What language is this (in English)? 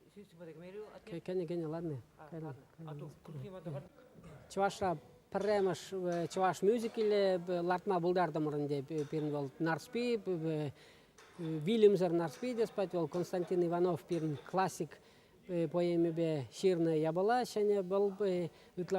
Chuvash